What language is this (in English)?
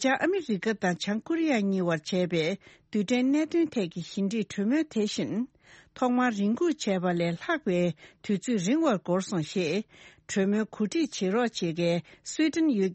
Tibetan